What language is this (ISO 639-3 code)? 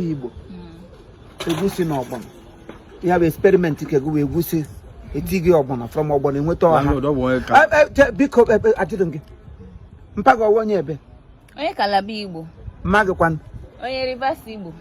ibo